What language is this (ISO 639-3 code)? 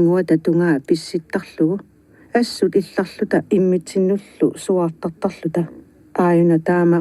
kal